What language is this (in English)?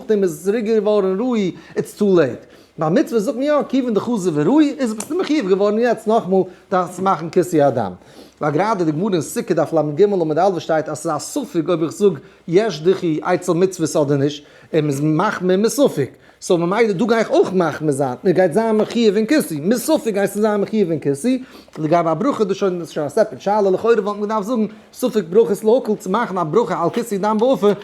Yiddish